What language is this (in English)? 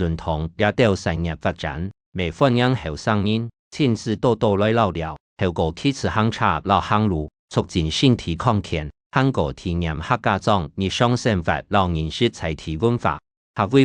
Hakka Chinese